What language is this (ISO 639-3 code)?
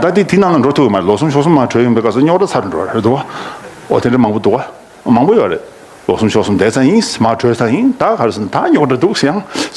bod